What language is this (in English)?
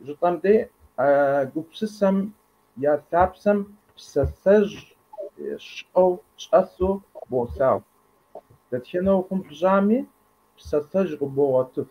Kabardian